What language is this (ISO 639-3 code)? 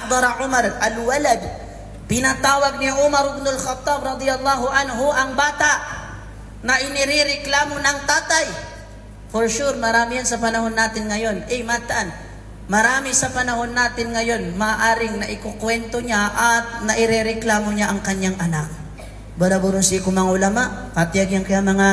mrw